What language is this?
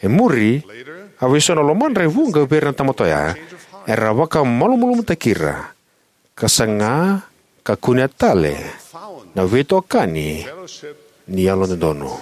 Fijian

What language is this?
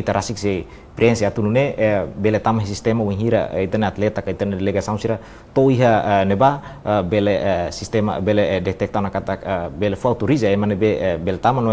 Tetum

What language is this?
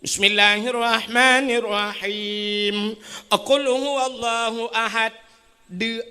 Achinese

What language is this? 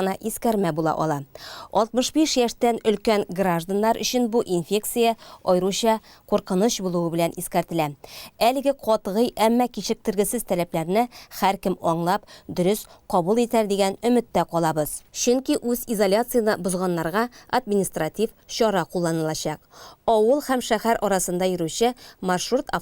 Tatar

